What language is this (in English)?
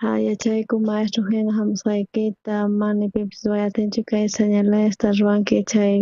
South Bolivian Quechua